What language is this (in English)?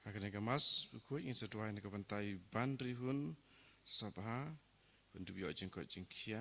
Khasi